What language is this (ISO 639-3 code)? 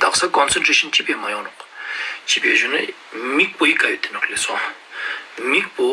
lbj